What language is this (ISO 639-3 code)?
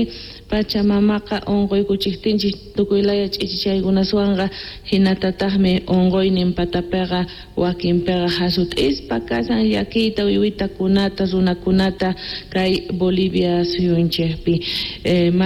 que